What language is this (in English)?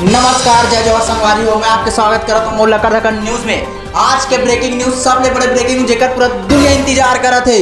Chhattisgarhi